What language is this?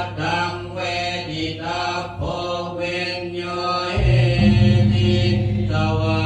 Pali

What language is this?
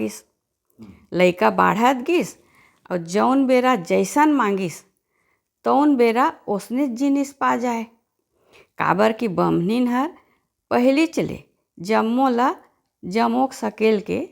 Chhattisgarhi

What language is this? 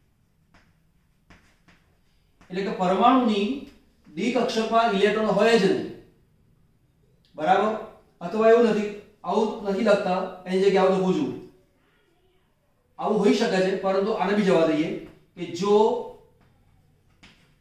Gujarati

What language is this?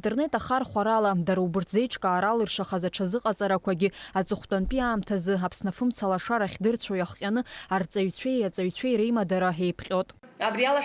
Abkhazian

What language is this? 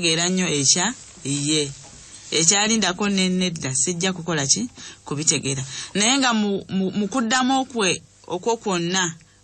Ganda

